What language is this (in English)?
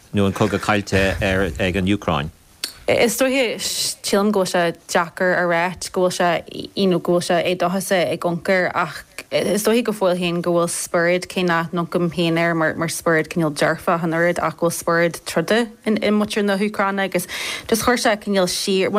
Irish